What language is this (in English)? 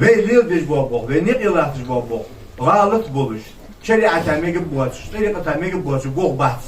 Ingush